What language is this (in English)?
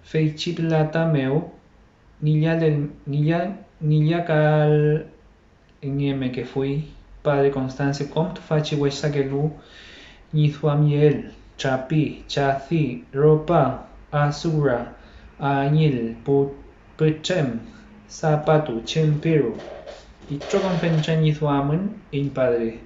Mapuche